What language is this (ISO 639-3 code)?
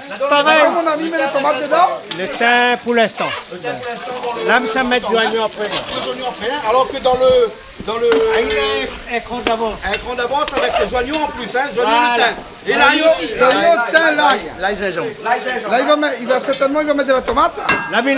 rcf